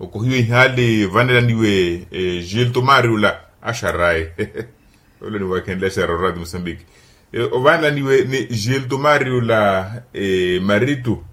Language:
Makhuwa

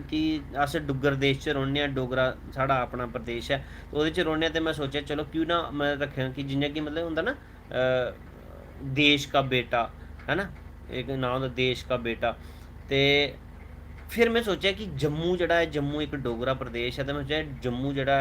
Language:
Dogri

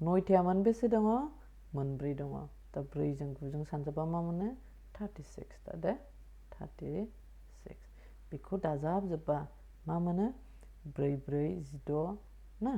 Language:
Bodo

